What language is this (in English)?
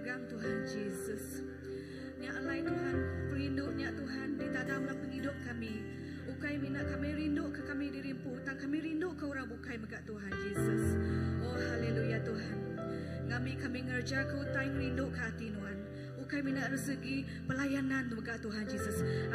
Iban